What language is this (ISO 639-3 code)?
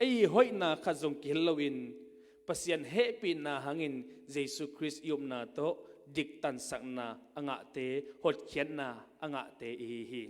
ctd